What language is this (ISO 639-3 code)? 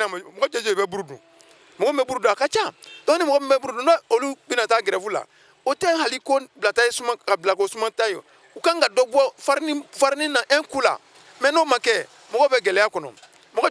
bam